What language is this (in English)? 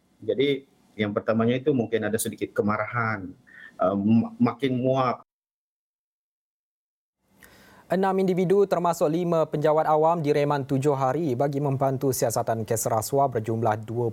Malay